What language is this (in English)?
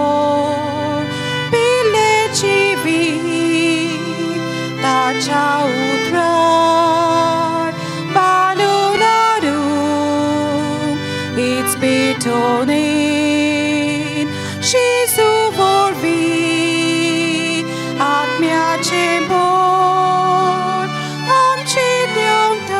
Konkani